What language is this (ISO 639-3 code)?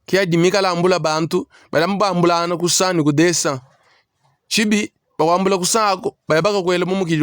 lua